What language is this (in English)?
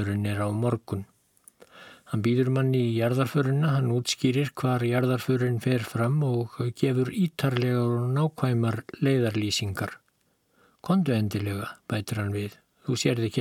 Icelandic